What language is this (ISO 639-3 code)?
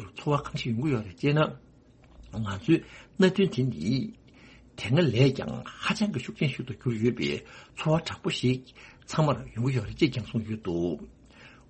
bod